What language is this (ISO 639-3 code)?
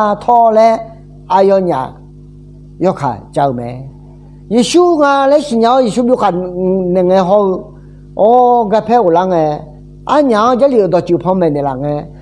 ahk